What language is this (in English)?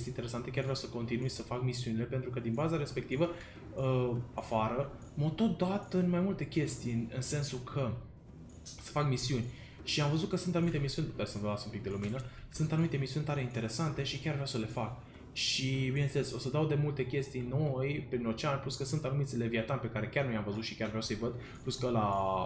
Romanian